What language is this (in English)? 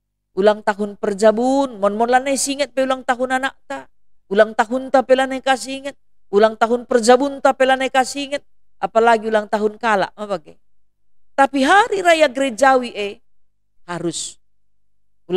Batak Karo